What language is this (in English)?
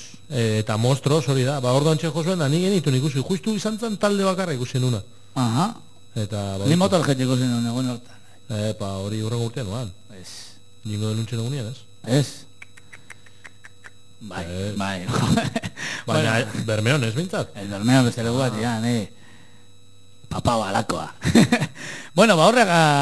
Basque